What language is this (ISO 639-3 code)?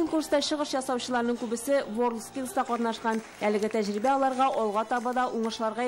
tat